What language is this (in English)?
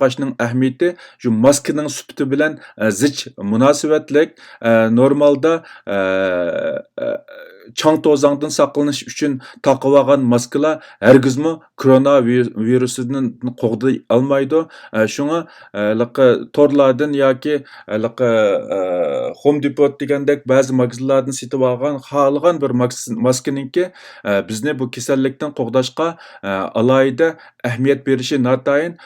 Uyghur